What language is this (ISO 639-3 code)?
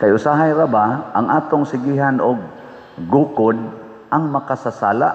ceb